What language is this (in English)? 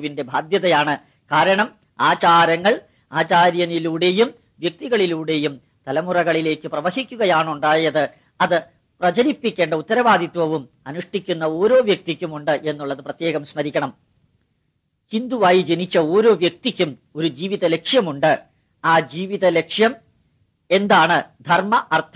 Malayalam